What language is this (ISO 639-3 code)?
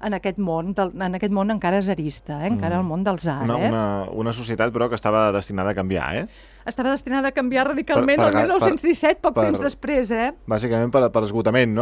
cat